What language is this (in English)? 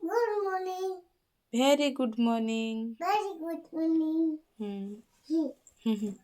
Santali